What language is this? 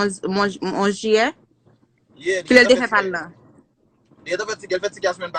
Haitian Creole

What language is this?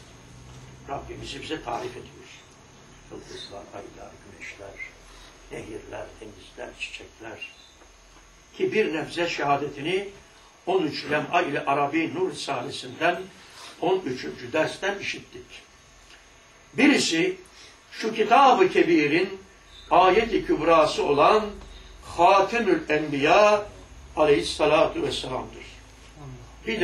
Turkish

